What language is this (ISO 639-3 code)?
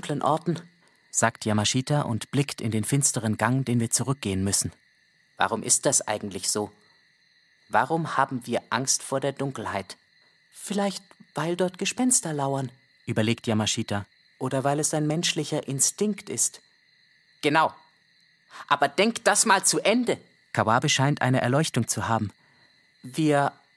gsw